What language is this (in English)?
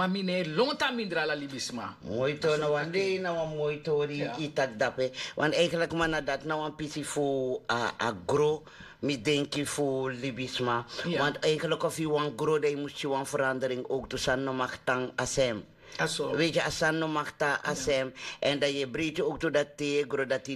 Sranan Tongo